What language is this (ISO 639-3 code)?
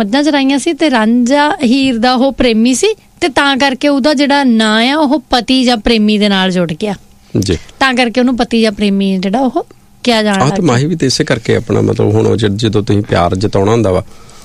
pan